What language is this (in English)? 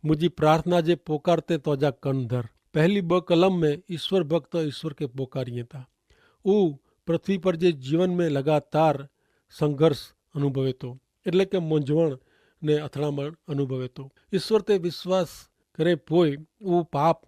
Kachhi